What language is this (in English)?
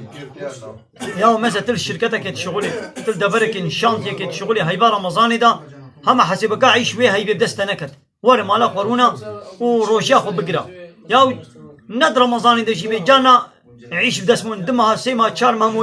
Kurdish